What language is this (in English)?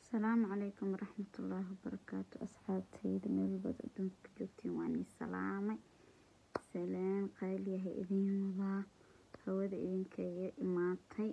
Somali